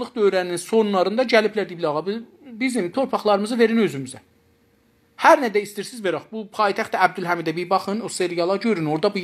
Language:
South Azerbaijani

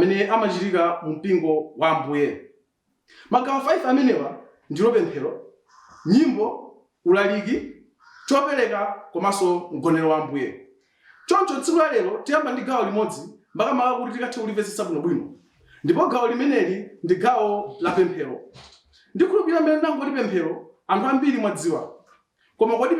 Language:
Nyanja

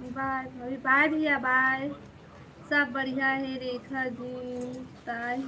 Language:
Chhattisgarhi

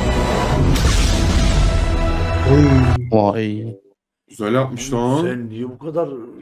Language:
Turkish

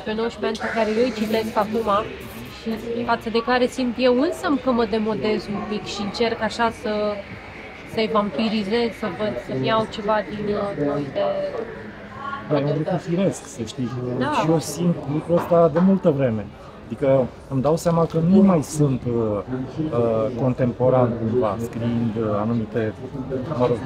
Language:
Romanian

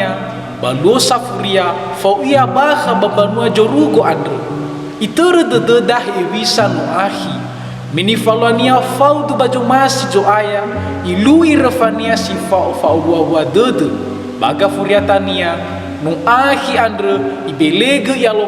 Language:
Nias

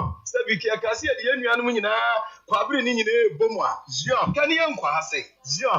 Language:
Akan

